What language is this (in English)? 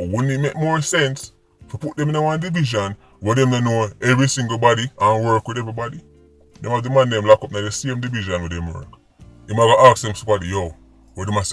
Jamaican Creole English